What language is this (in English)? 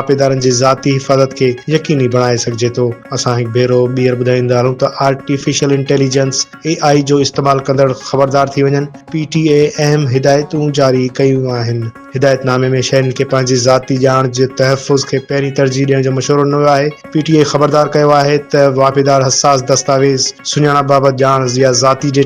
Sindhi